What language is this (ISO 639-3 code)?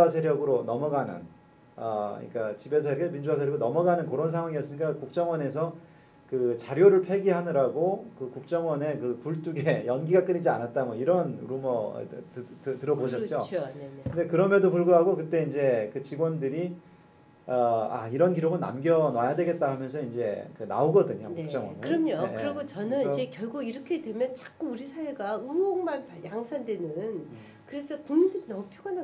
kor